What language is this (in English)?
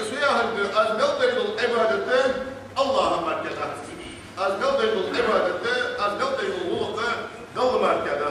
Ingush